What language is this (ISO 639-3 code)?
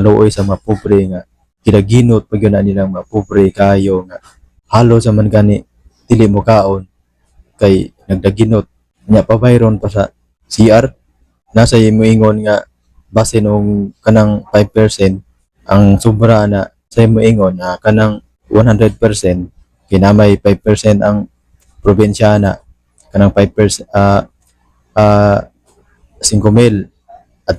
ceb